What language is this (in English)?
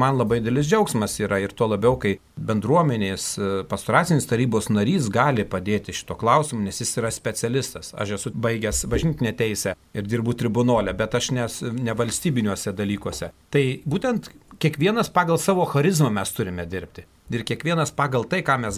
Lithuanian